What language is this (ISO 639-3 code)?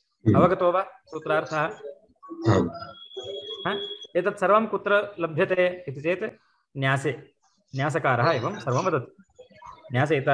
san